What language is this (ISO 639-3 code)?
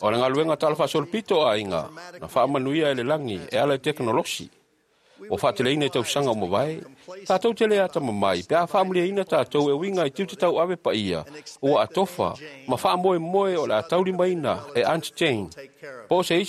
smo